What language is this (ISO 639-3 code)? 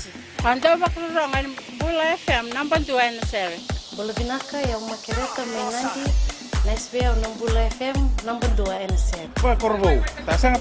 fij